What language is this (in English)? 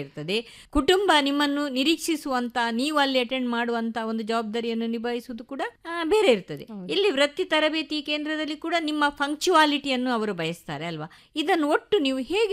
Kannada